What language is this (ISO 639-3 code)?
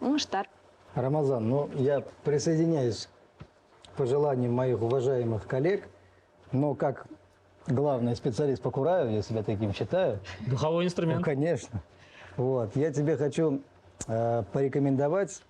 bak